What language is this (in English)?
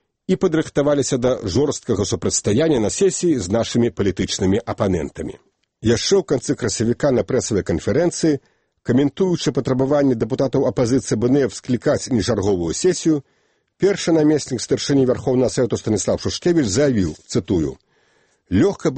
Belarusian